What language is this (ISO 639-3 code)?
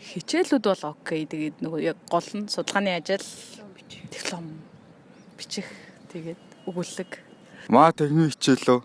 mon